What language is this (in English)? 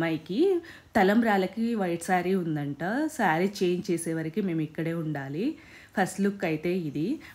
Telugu